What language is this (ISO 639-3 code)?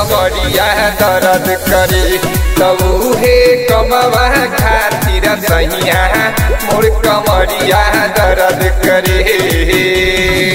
bho